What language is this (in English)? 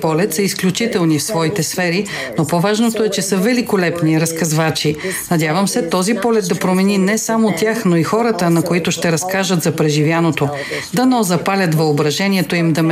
Bulgarian